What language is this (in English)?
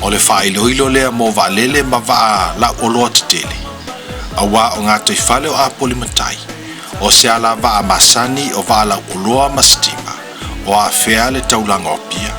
Samoan